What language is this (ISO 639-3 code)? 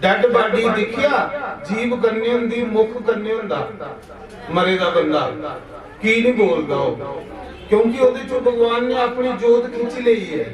doi